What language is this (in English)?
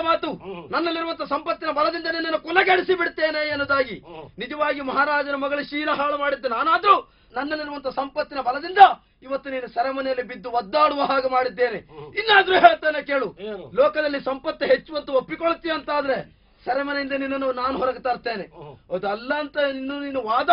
Kannada